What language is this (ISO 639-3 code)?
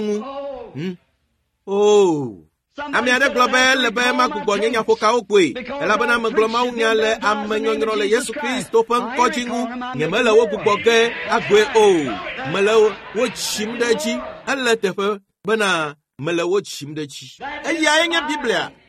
ewe